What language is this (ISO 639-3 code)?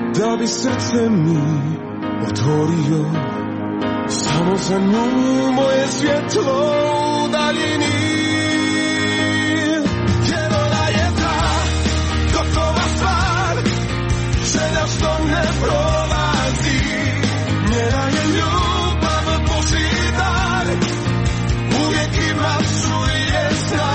hrv